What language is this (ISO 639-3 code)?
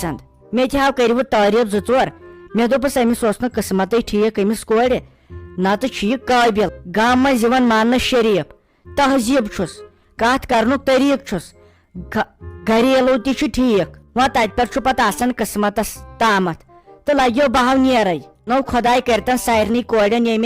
kas